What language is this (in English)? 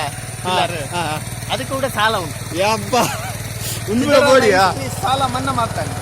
Tulu